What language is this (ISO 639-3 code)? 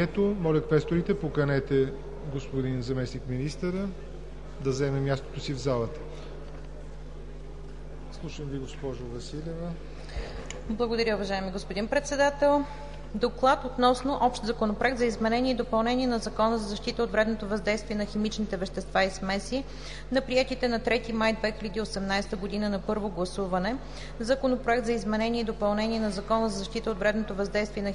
bul